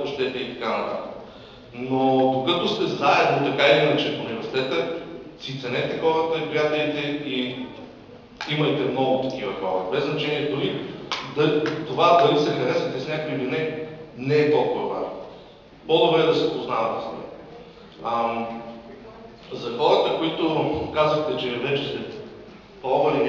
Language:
Bulgarian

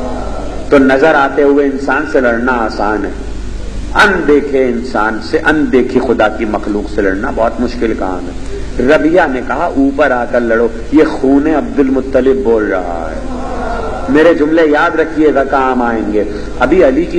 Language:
Urdu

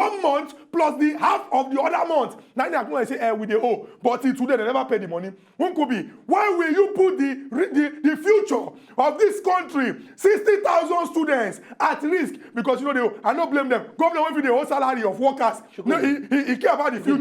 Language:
Nigerian Pidgin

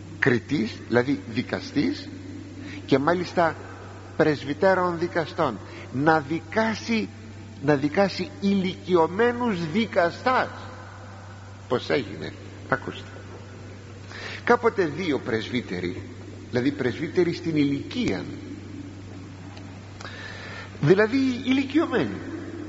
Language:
Greek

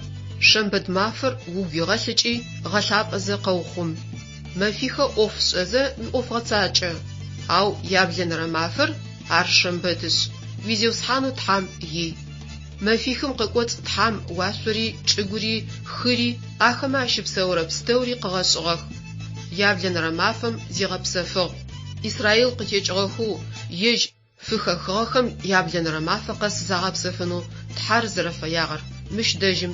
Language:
Adyghe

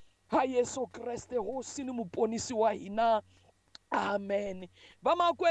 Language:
Tsonga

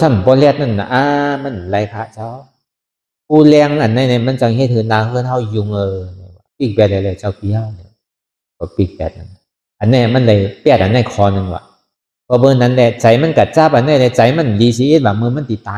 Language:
Shan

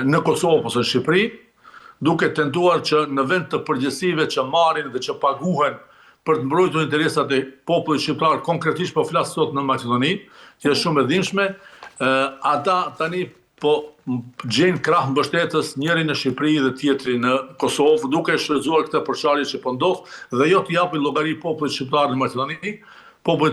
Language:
Albanian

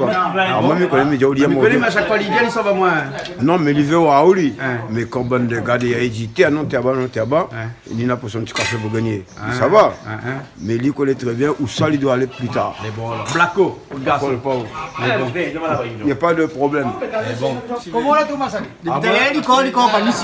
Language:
Réunion Creole French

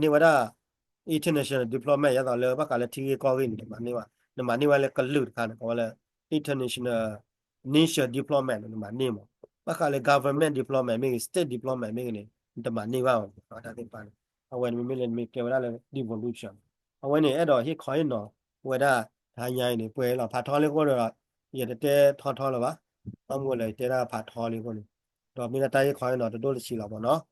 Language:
S'gaw Karen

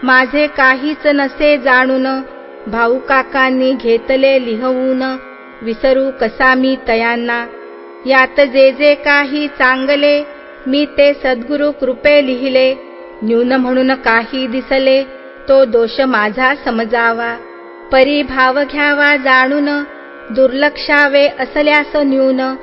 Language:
Marathi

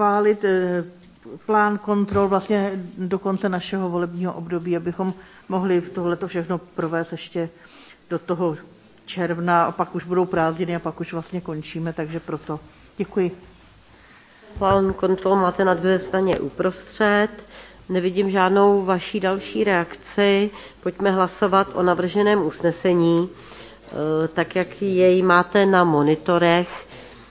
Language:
Czech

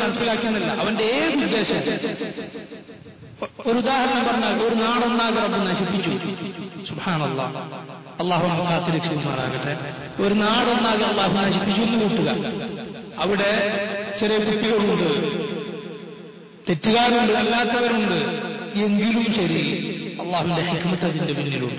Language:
Malayalam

